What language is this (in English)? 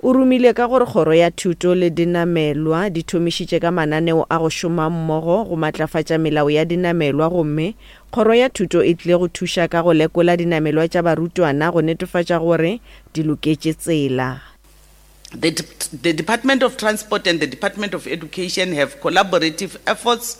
Northern Sotho